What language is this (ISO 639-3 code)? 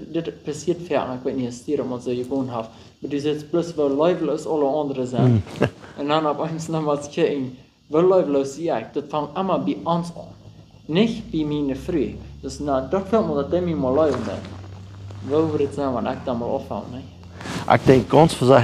pdt